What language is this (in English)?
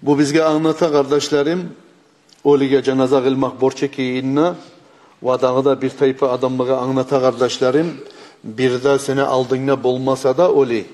Kumyk